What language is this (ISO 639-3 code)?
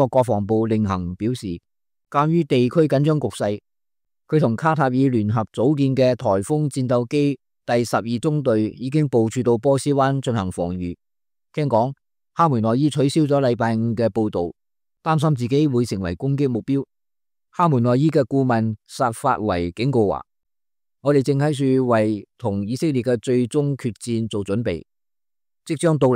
yue